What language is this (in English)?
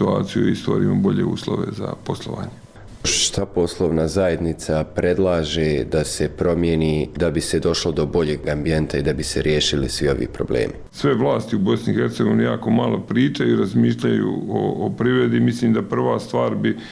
Bosnian